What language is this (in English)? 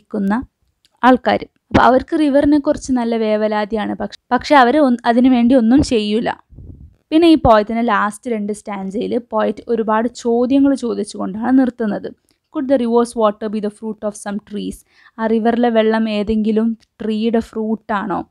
Malayalam